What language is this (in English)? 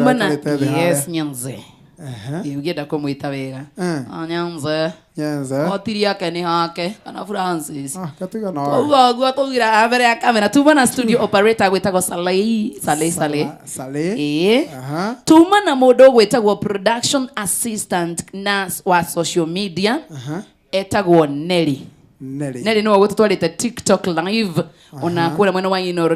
Kikuyu